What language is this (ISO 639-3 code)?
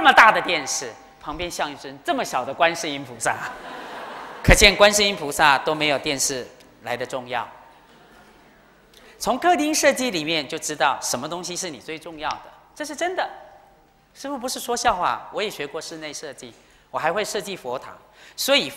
zho